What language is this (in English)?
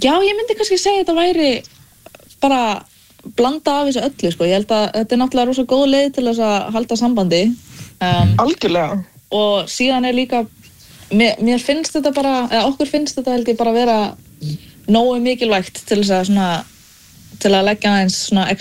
Icelandic